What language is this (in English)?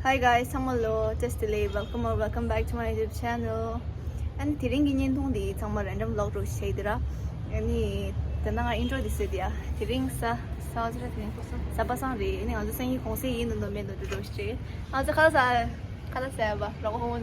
Tibetan